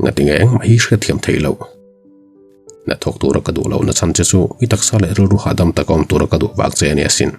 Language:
Mizo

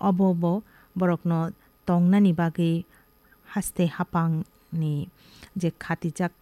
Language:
Kok Borok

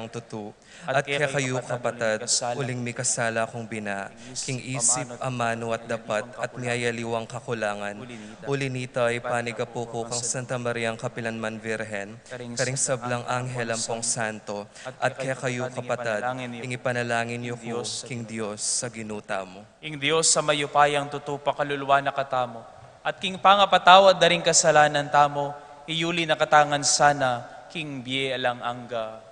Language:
Pampanga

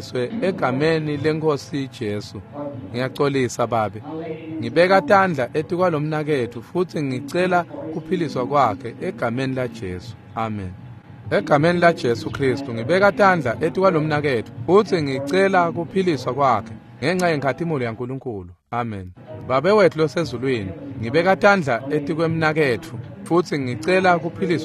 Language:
Swati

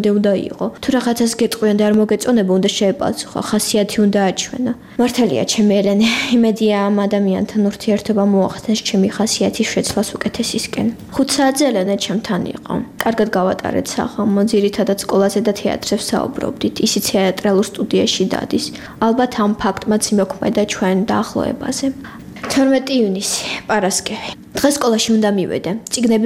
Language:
Georgian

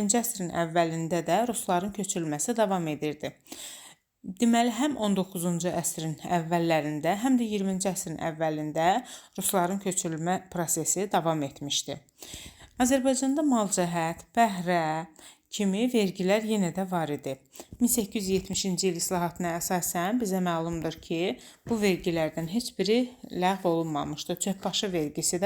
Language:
Azerbaijani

